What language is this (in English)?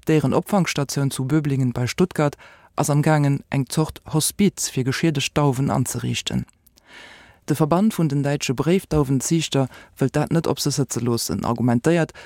Luxembourgish